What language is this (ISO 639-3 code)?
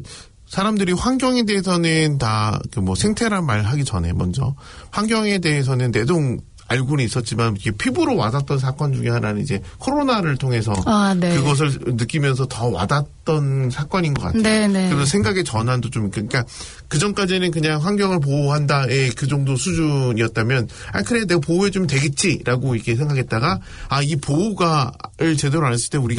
kor